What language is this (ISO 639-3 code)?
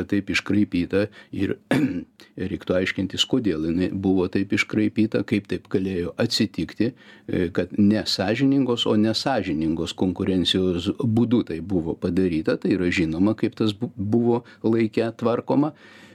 lit